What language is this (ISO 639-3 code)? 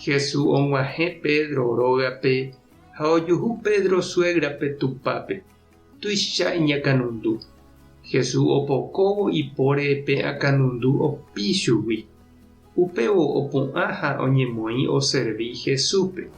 grn